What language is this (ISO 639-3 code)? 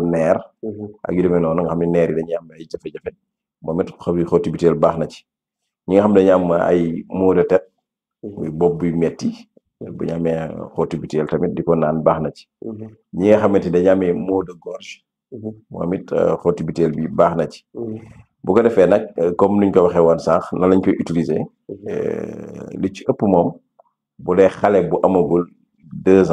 wol